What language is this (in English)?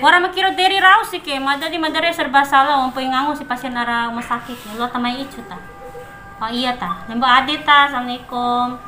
Bima